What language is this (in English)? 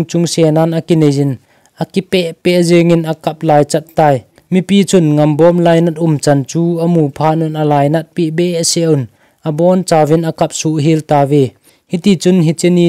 Thado Chin